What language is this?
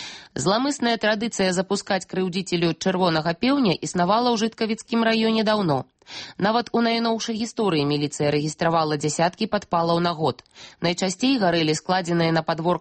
Belarusian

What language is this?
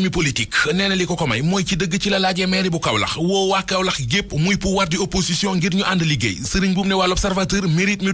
Wolof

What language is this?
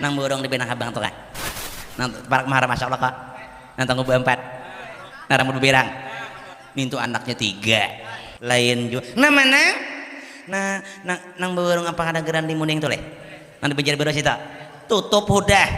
Banjar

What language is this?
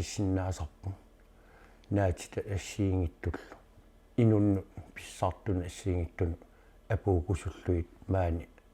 Kalaallisut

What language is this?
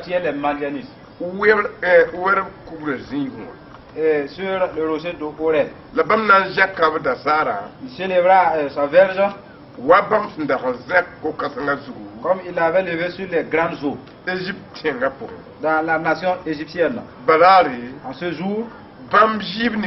Mossi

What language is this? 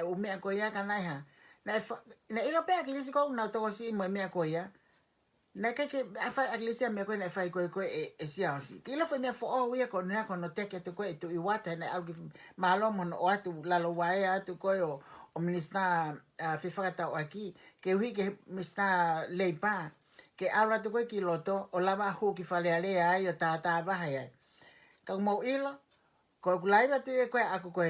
Tongan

